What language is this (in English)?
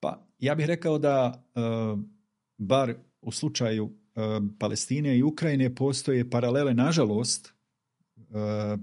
Bosnian